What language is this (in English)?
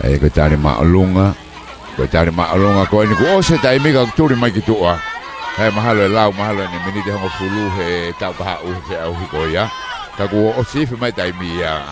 Tongan